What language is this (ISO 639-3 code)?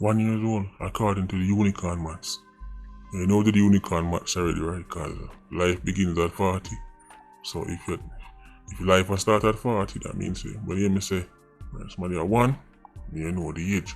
jam